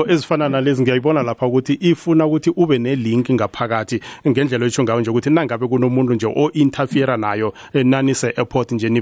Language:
South Ndebele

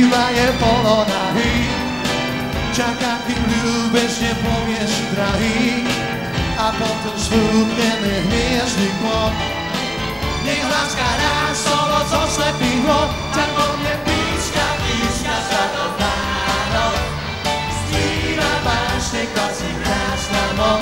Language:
Slovak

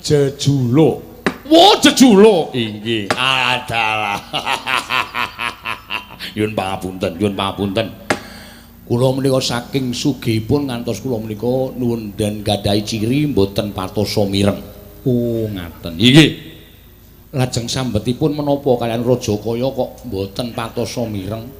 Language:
Javanese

